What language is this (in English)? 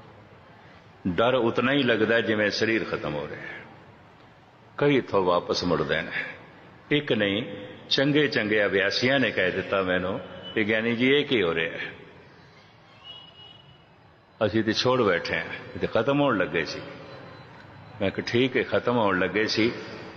Punjabi